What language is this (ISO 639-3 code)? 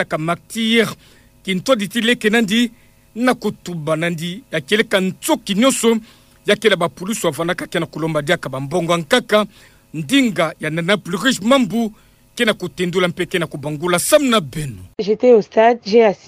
ktu